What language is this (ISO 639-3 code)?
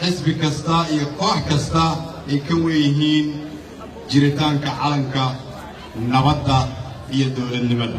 som